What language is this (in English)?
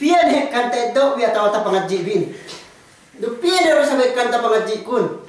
Yakan